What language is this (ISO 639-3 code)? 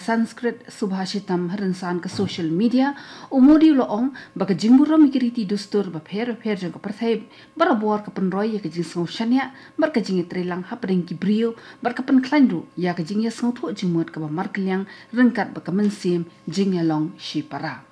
kha